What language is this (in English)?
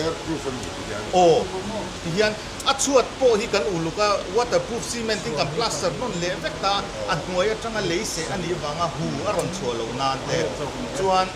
Mizo